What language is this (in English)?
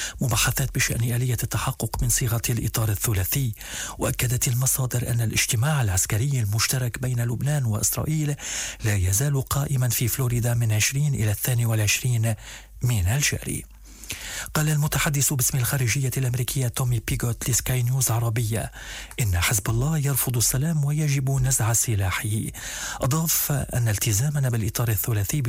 Arabic